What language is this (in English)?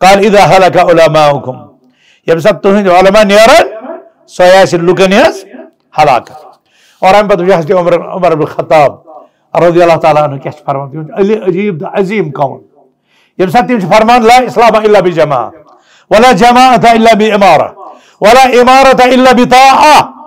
Kashmiri